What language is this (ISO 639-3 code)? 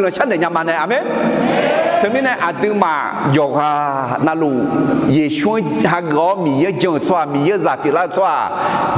ahk